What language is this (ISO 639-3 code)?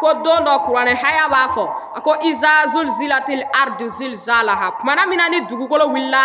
bam